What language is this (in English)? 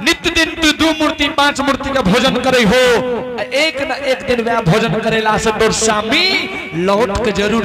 Angika